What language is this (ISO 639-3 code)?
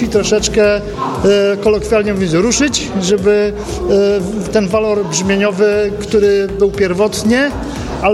pol